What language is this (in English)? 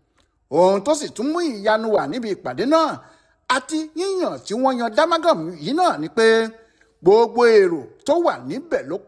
Yoruba